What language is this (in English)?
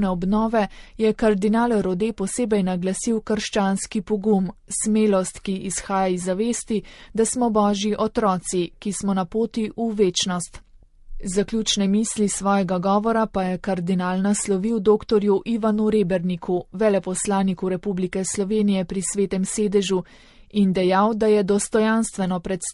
Slovenian